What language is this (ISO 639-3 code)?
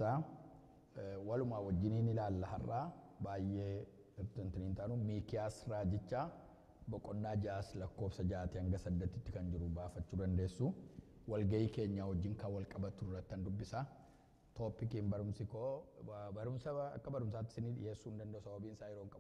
orm